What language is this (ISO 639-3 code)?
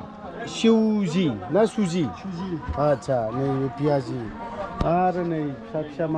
brx